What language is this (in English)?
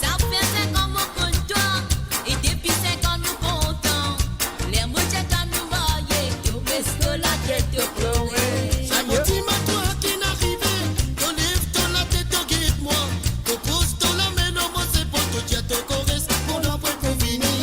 Morisyen